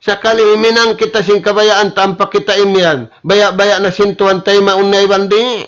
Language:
Tausug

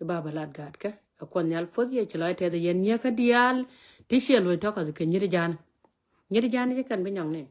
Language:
Nuer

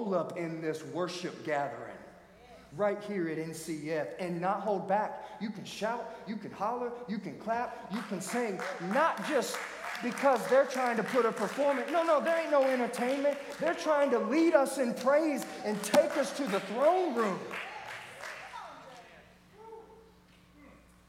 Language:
English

